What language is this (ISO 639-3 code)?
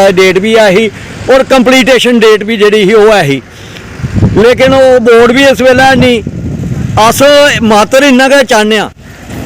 doi